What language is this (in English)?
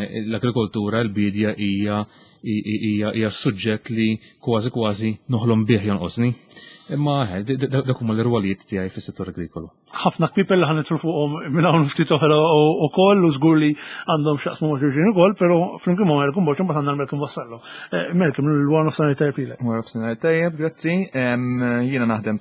Maltese